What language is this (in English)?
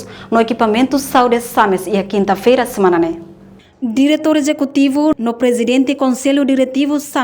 Tetum